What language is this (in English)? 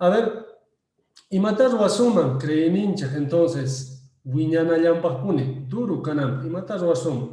Quechua